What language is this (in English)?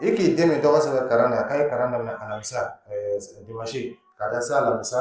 Dyula